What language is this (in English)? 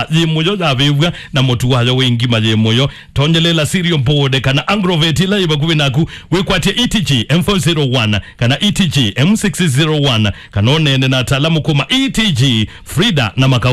Kamba